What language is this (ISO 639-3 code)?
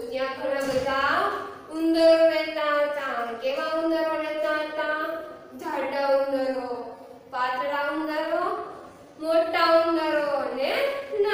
guj